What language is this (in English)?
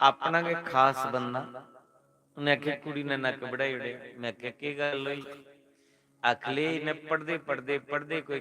Dogri